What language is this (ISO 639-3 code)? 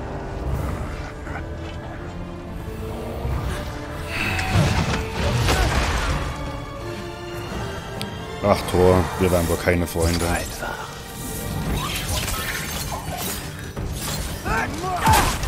deu